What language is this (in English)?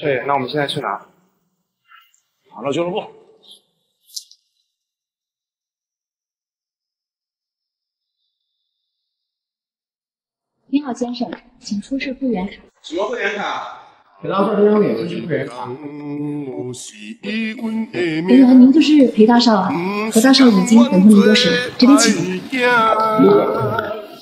Chinese